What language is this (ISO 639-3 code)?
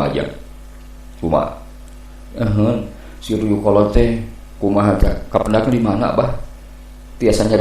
sun